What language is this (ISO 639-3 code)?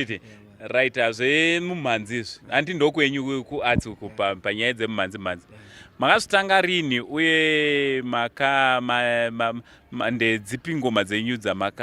sna